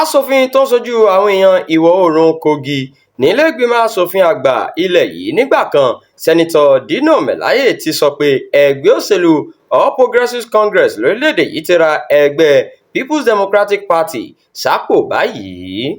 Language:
Yoruba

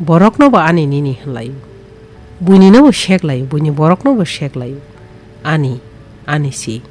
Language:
Kok Borok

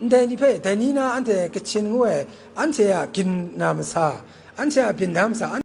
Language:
Kachin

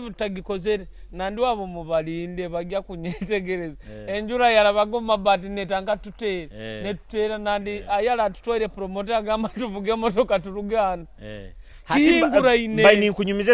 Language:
Nyoro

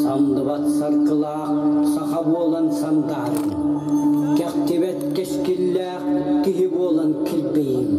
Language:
Yakut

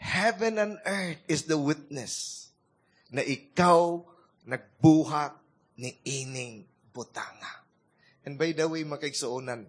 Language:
Cebuano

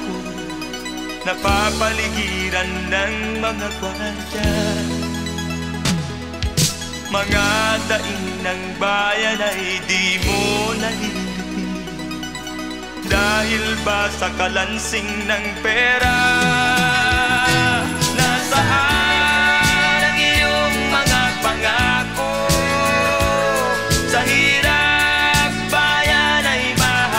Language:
Filipino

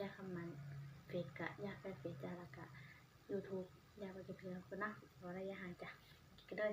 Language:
Northeastern Thai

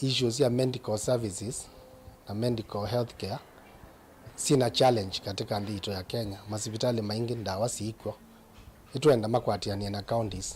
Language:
Kamba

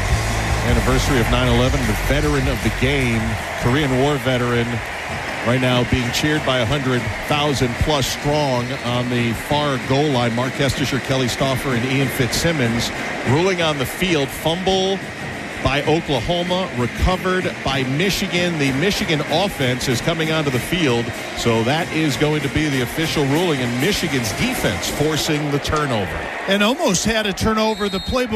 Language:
English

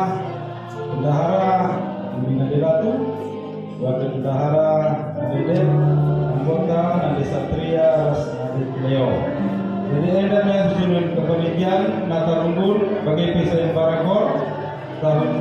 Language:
Batak Karo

